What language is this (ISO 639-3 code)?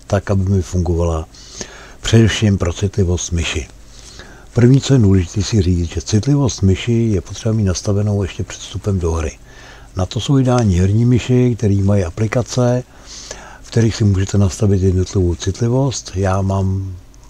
ces